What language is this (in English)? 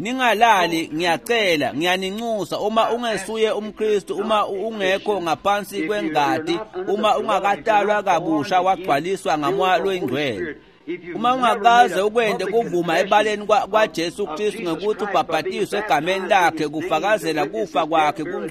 Swati